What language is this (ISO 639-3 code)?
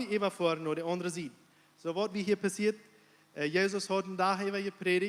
pdt